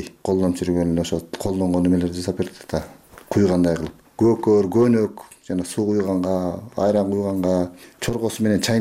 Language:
Kyrgyz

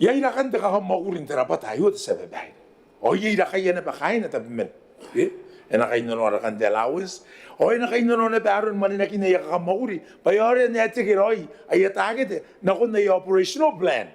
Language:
Gilbertese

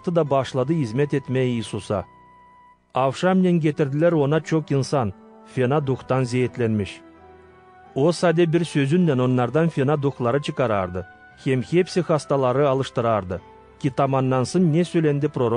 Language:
Gagauz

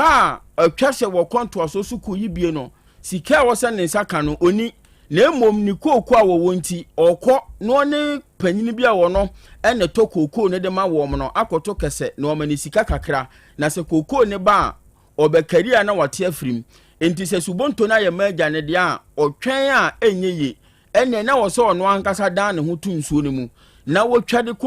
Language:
Akan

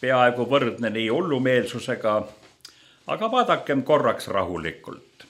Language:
Estonian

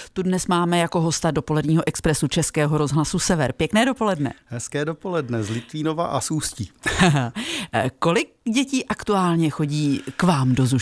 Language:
Czech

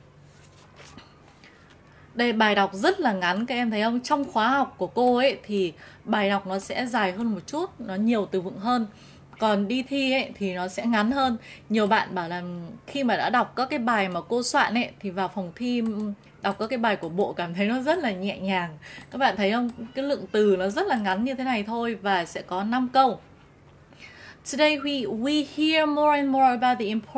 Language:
Vietnamese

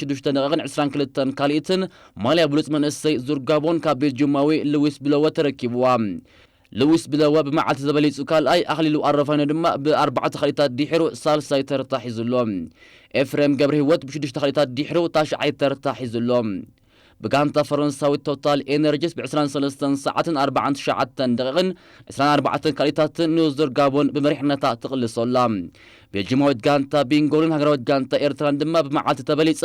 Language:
Tigrinya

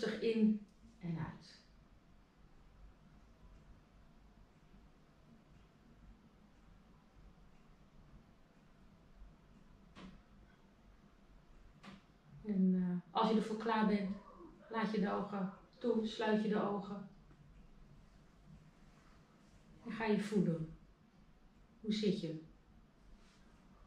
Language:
Dutch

